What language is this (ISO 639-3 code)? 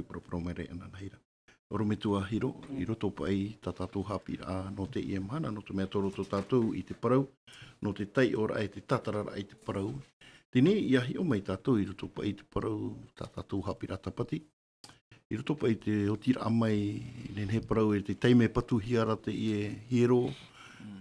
tah